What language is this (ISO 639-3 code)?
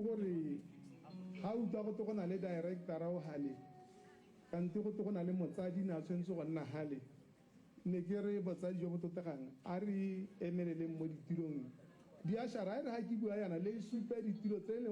tsn